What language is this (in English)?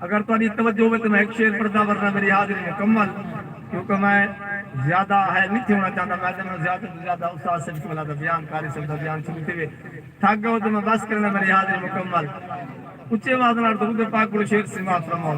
Saraiki